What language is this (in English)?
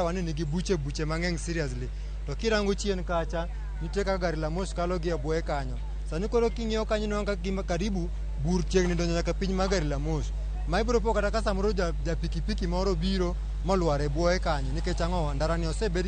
Luo (Kenya and Tanzania)